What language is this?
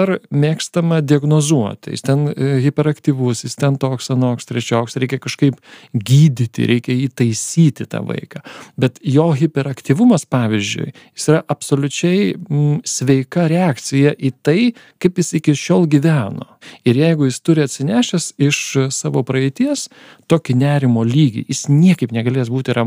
Lithuanian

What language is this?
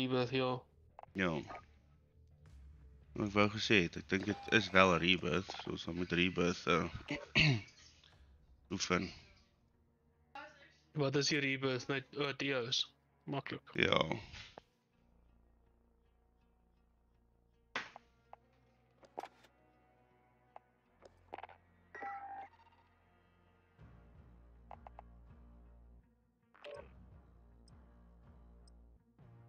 Afrikaans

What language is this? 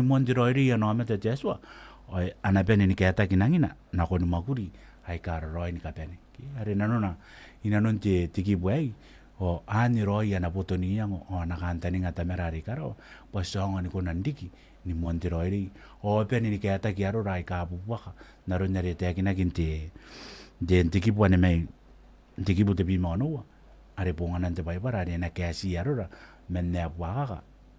Gilbertese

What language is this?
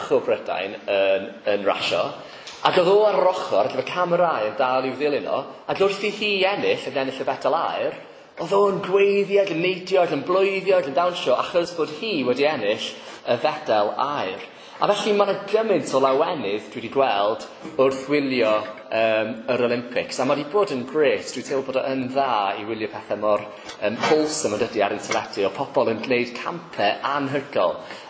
Welsh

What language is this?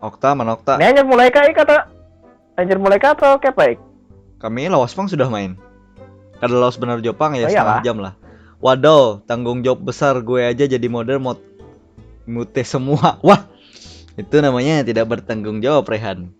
Banjar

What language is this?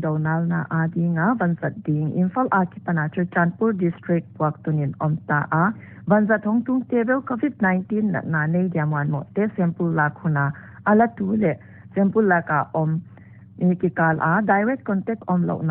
Paite Chin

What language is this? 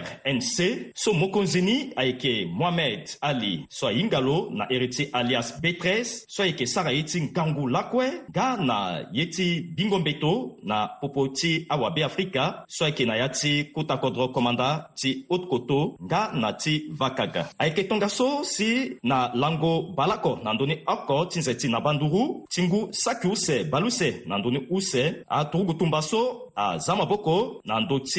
Sango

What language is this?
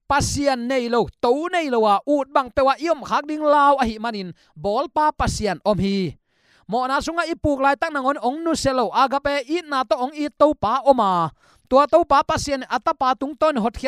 Tedim Chin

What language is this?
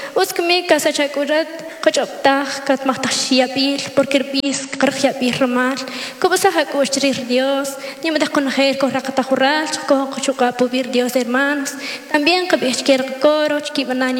Kʼicheʼ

